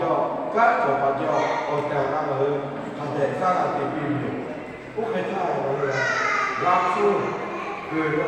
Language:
Lahu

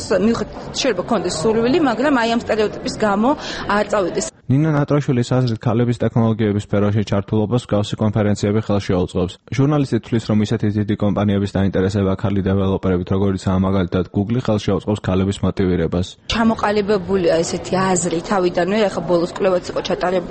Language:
Georgian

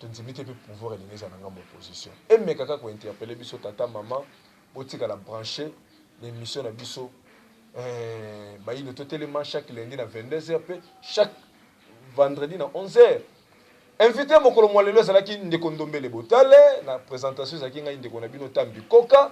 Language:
Lingala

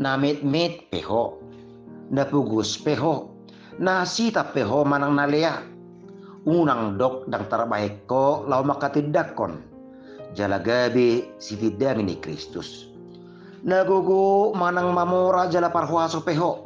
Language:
Batak Toba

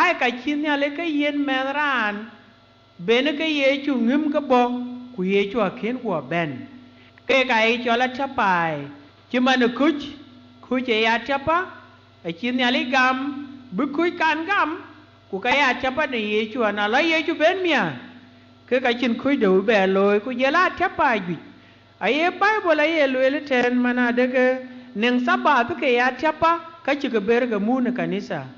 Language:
Dinka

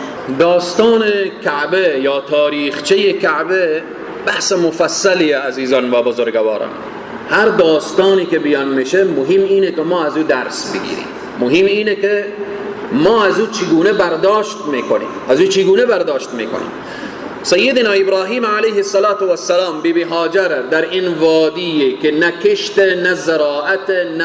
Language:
Persian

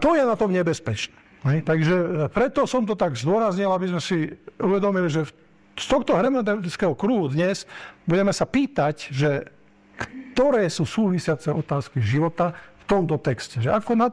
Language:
Slovak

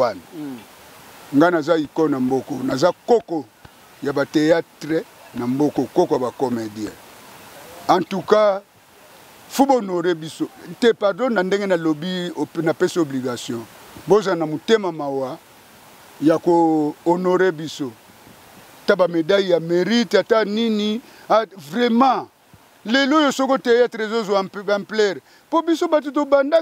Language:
Lingala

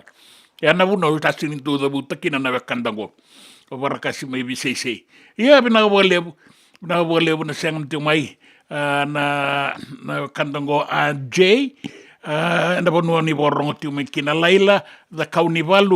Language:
Fijian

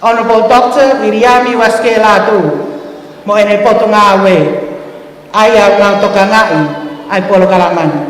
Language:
Tongan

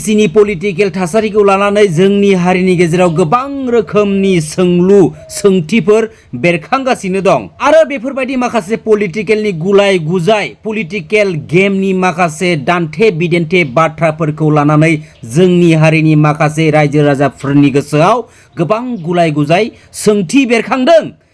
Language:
Bodo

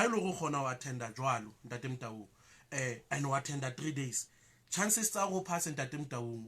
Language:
Southern Sotho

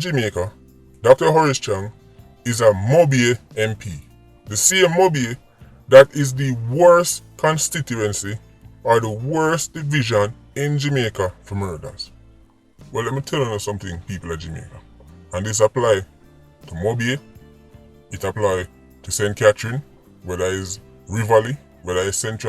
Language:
Jamaican Creole English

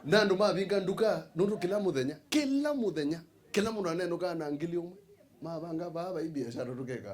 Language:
Kamba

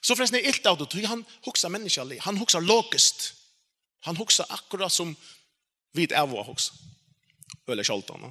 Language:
Faroese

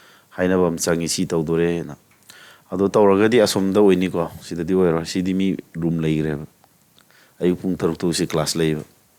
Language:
Manipuri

